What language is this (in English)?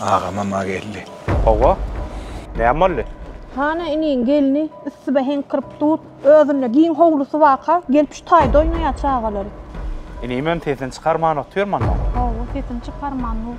Turkmen